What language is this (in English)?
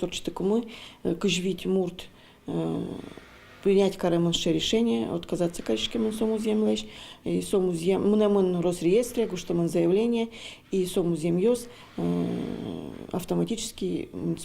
Udmurt